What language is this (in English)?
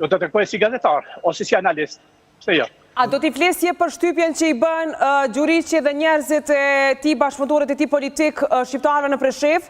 Albanian